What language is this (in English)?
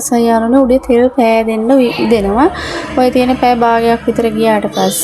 Sinhala